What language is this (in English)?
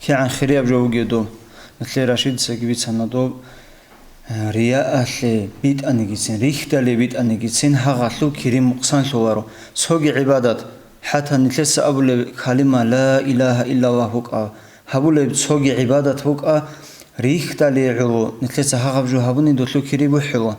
Avaric